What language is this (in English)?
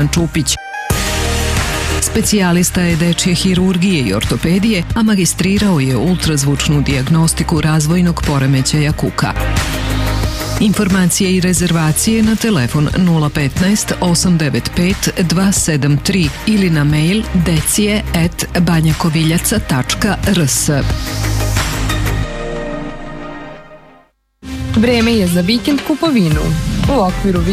Serbian